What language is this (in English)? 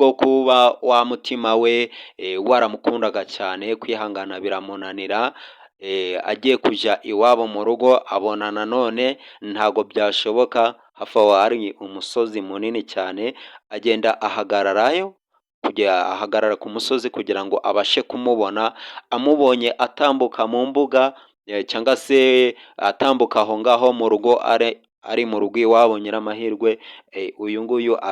Kinyarwanda